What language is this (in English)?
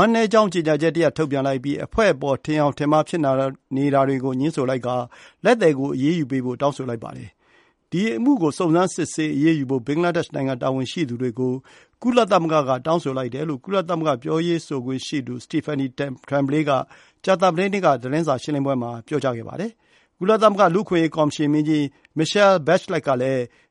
Burmese